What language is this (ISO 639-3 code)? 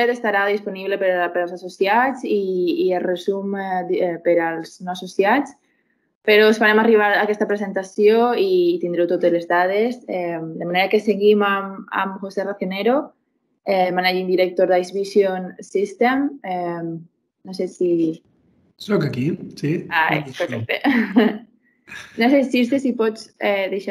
cat